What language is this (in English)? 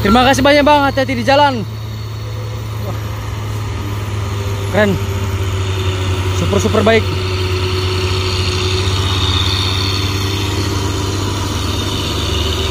Indonesian